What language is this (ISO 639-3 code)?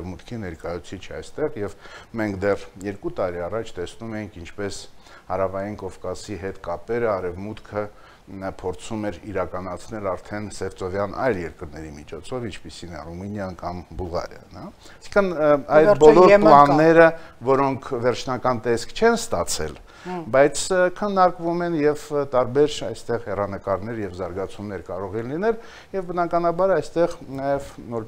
hye